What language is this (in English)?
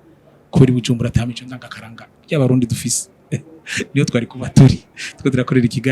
Rundi